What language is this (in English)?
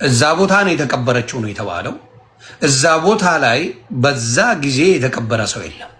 Amharic